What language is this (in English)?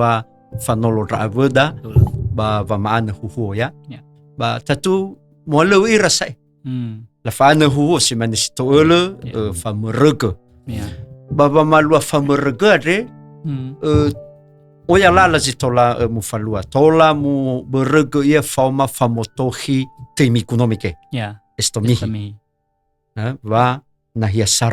Nias